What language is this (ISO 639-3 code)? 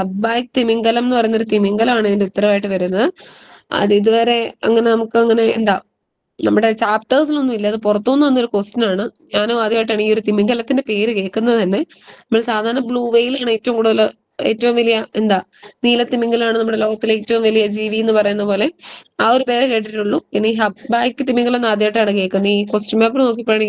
mal